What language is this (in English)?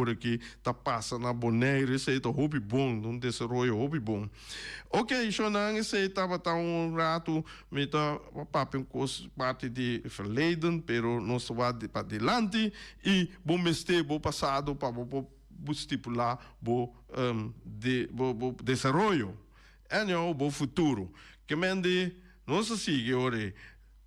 Papiamento